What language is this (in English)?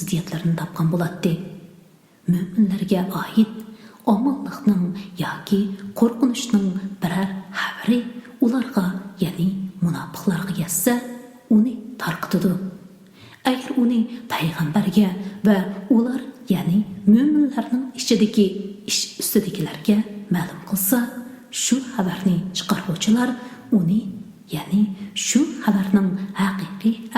Uyghur